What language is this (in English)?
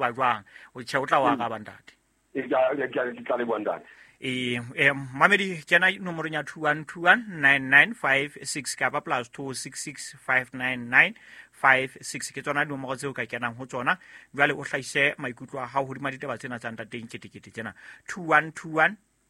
Southern Sotho